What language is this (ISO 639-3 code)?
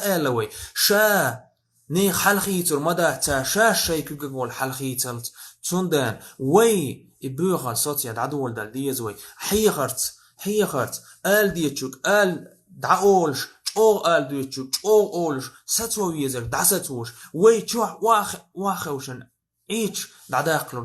che